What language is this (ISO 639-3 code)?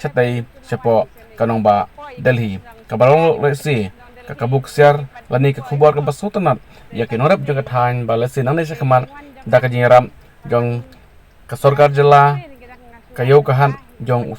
kha